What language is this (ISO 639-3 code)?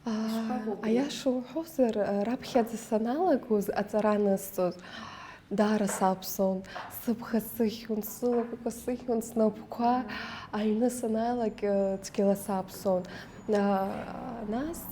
abk